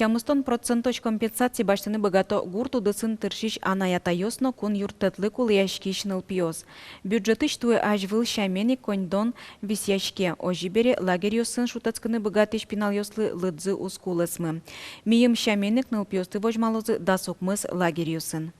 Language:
Udmurt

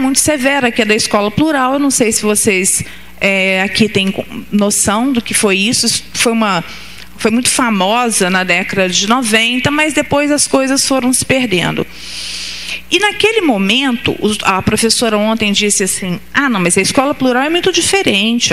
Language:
Portuguese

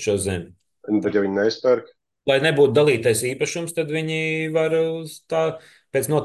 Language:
Latvian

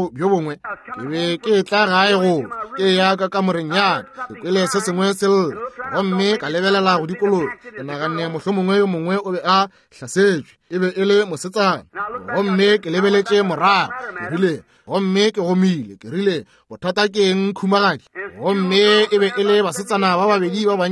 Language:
Northern Sotho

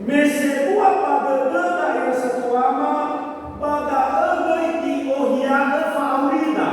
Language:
Nias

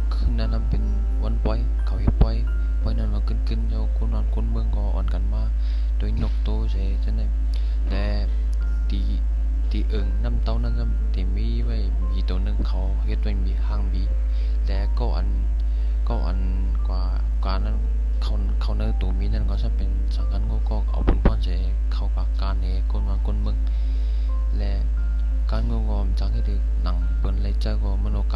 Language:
Shan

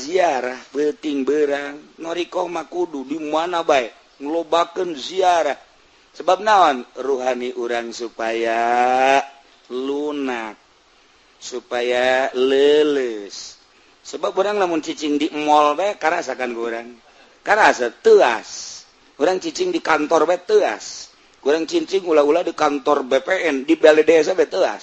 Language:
Sundanese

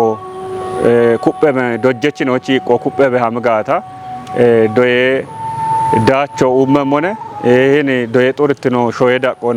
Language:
Kafa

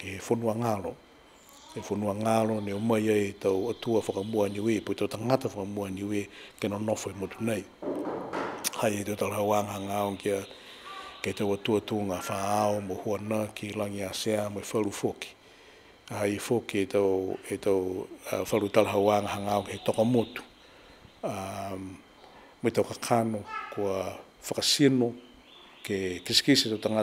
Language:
Niuean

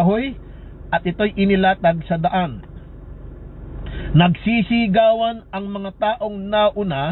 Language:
Filipino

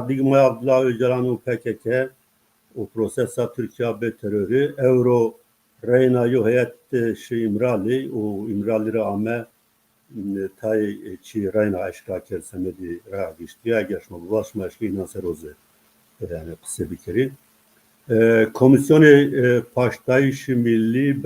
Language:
Zaza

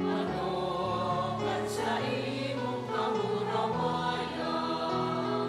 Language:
Bikol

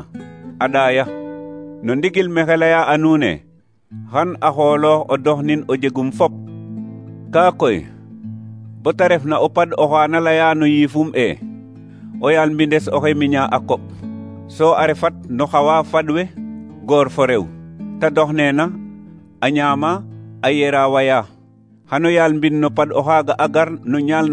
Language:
Serer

